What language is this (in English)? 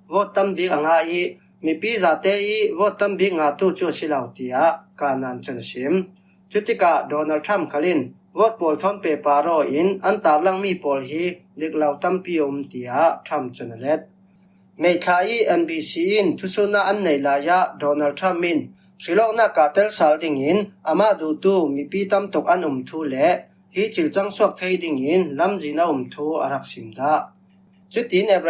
Falam Chin